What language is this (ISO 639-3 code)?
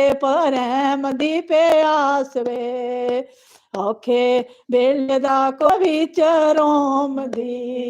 doi